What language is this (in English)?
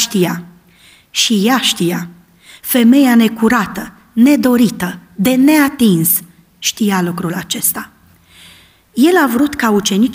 Romanian